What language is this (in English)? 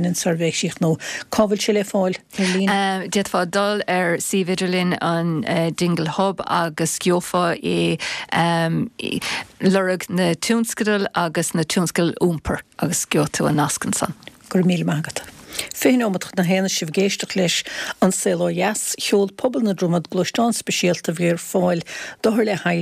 Irish